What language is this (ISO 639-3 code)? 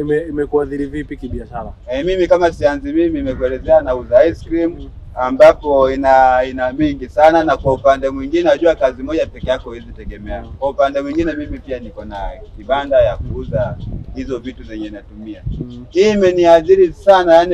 swa